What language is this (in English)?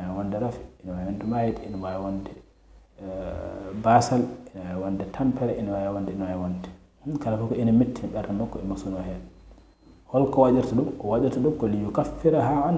Fula